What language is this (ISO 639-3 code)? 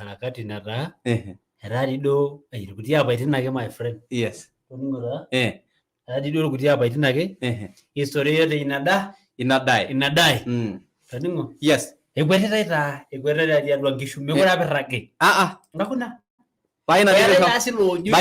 mas